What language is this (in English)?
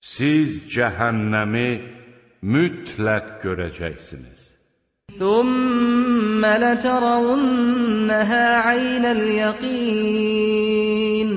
Azerbaijani